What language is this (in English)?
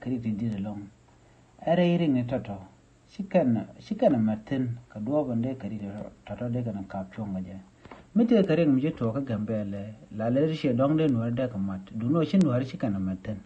Nuer